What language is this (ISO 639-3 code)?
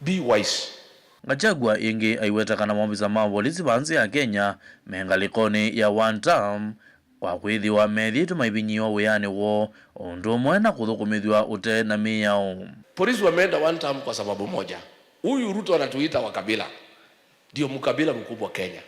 kam